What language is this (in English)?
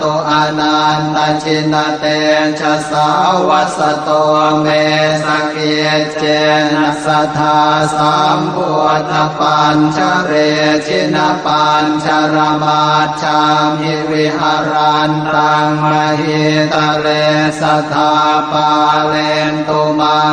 Pali